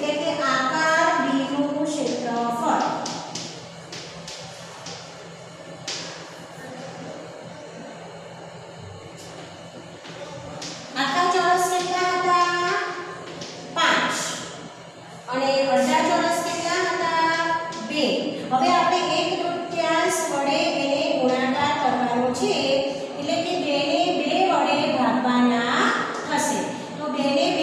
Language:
Gujarati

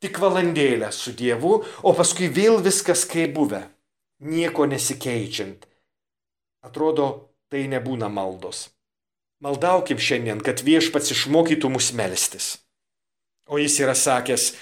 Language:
Lithuanian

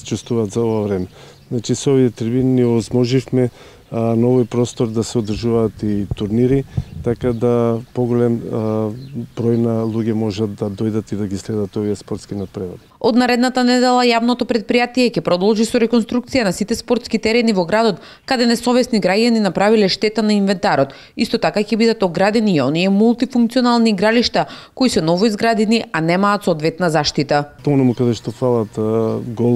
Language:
Macedonian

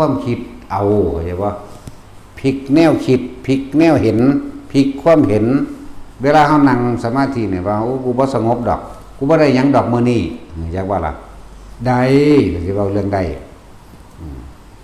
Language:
Northeastern Thai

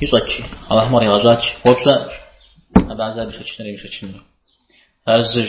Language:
Kabardian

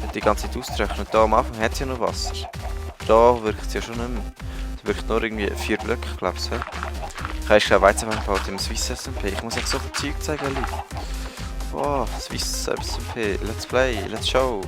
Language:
Swiss German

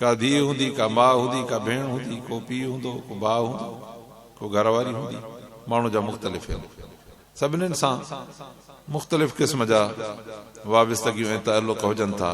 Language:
Sindhi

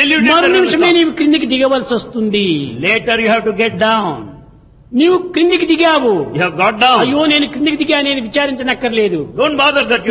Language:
Telugu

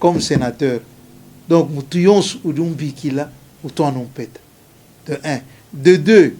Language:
Luba-Lulua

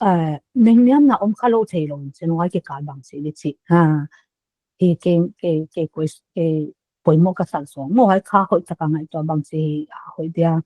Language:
Paite Chin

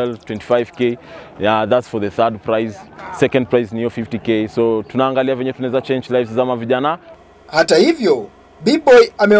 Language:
Swahili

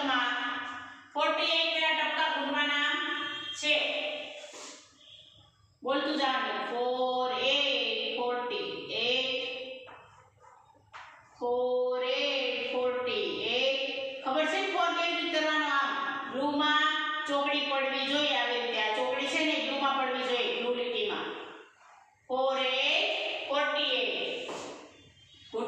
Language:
Gujarati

